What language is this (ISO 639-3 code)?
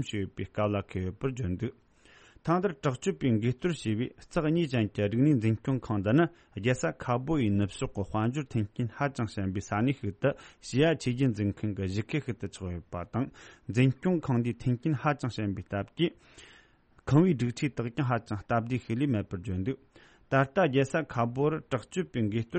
bod